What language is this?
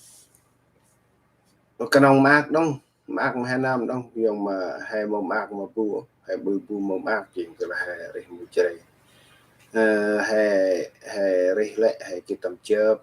Central Mnong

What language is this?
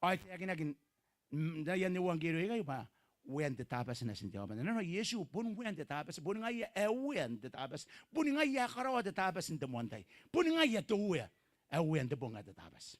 Gilbertese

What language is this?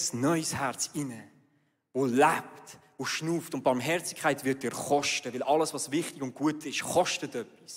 Swiss German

